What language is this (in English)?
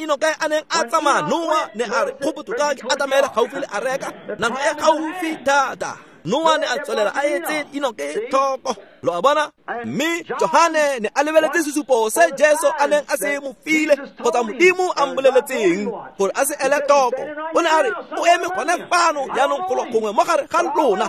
Tswana